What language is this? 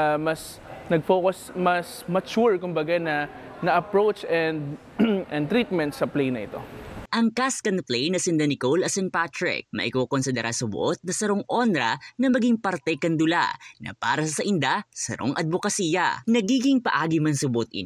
Bikol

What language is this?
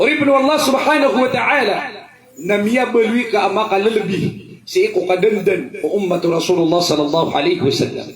Maranao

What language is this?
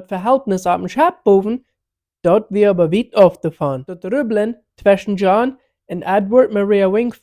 Plautdietsch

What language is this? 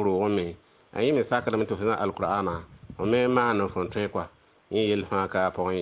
Mossi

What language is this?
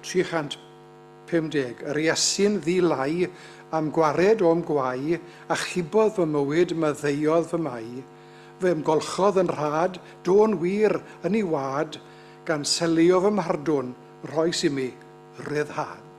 Welsh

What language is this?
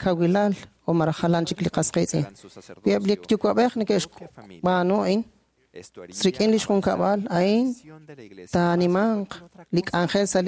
Kekchí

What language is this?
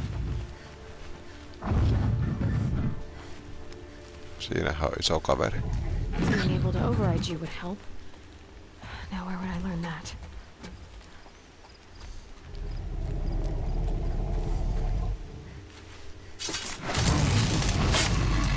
Finnish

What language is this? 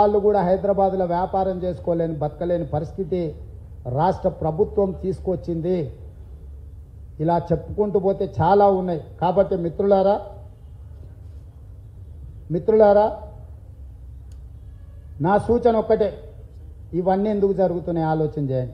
Telugu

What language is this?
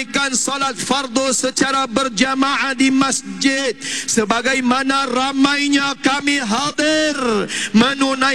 Malay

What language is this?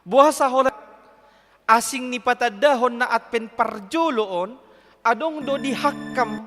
Batak Toba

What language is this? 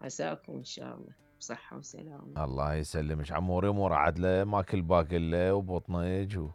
Mesopotamian Arabic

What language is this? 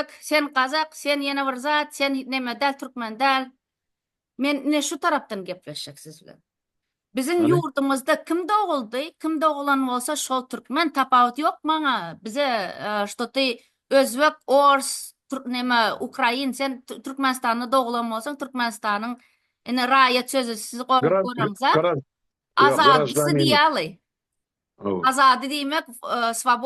Turkmen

